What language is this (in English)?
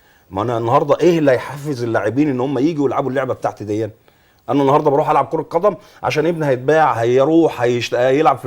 Egyptian Arabic